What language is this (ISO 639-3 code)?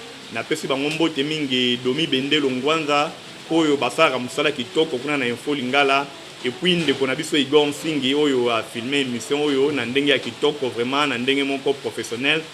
lin